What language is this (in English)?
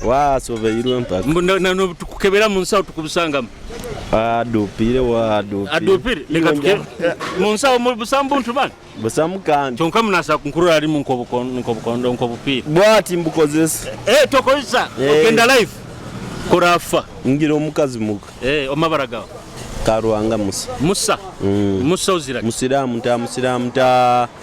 Nyoro